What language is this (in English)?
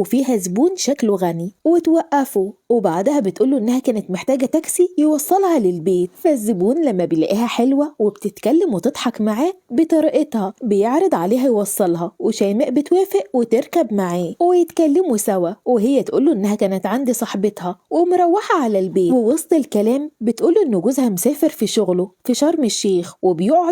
Egyptian Arabic